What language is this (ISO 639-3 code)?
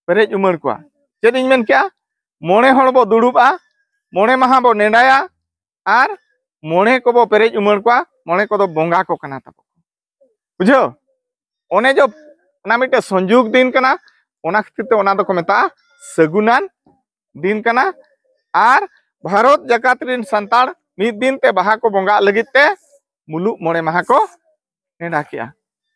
sat